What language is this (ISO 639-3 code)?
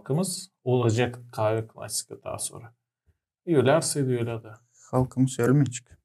gag